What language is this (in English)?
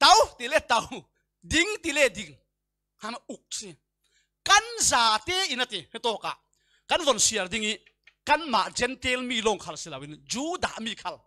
Falam Chin